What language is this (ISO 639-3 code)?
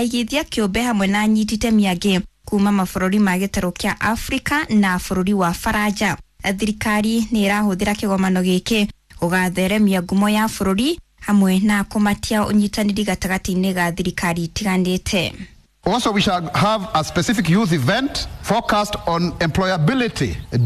kik